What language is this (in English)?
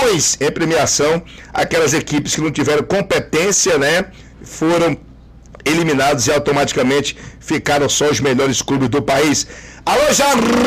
Portuguese